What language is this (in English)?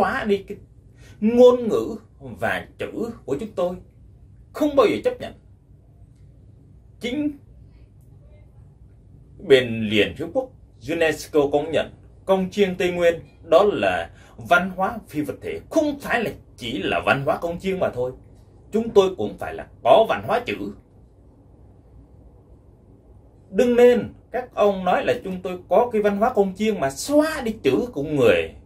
Vietnamese